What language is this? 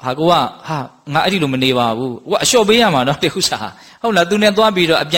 Burmese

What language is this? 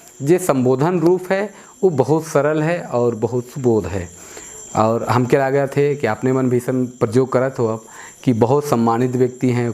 Sadri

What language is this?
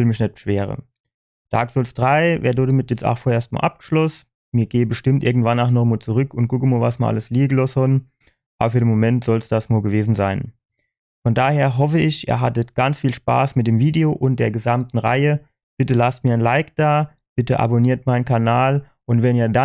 Palatine German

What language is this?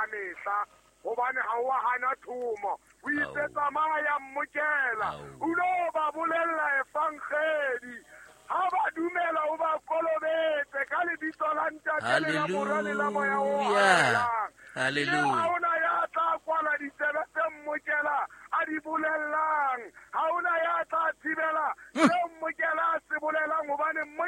Southern Sotho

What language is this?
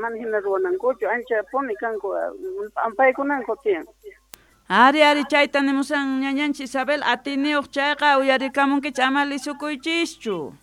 South Bolivian Quechua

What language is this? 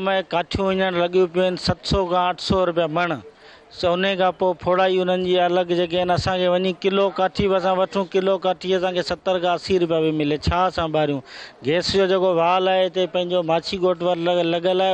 Sindhi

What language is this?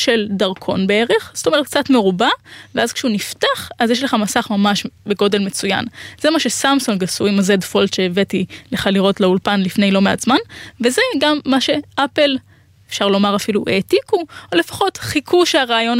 Hebrew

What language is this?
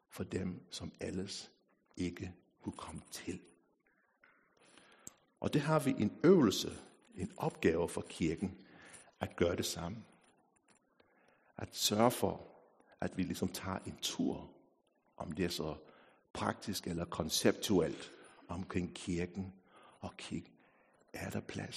Danish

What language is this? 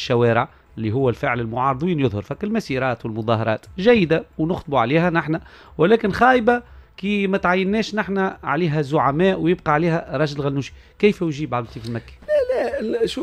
Tunisian Arabic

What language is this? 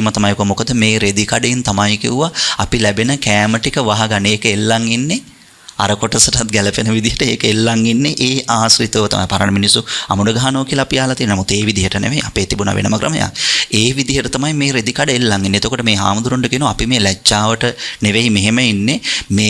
Sinhala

